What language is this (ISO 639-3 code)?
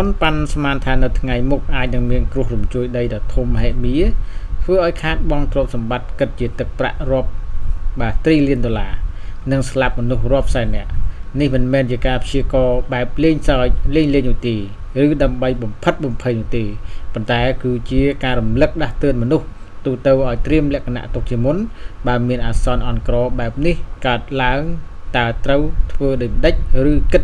khm